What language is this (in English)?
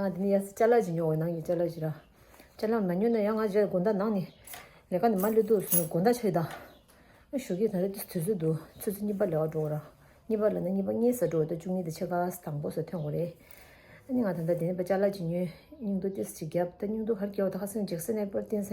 Tibetan